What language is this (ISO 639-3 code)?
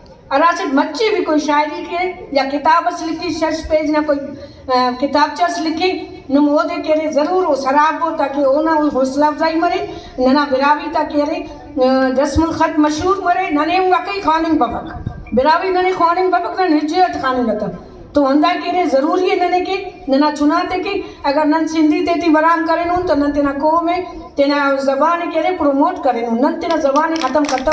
brh